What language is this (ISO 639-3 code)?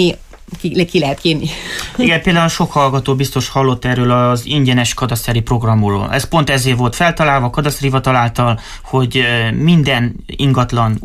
hun